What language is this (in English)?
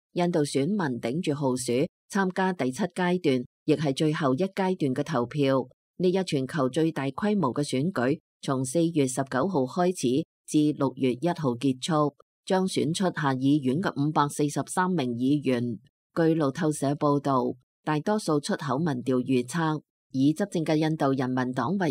Cantonese